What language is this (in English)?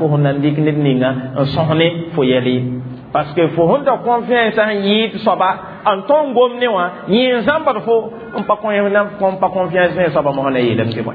Mossi